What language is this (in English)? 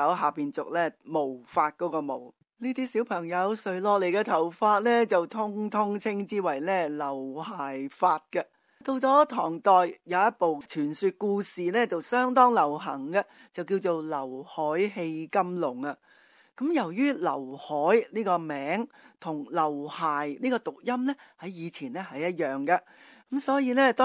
Cantonese